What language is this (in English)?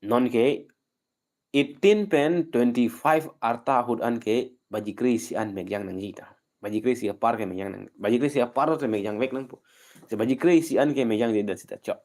Karbi